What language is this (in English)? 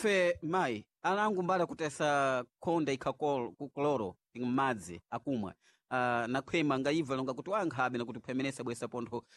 Sena